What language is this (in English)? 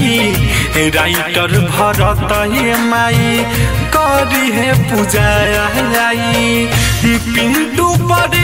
Bhojpuri